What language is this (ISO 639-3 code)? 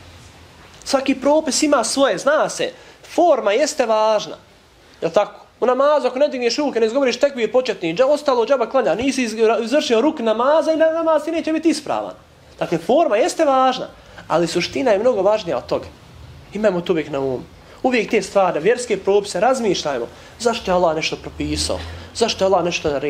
bos